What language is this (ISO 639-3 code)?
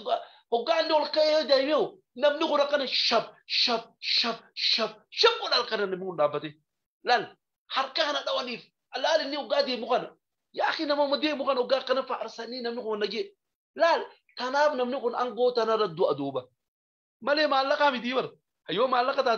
orm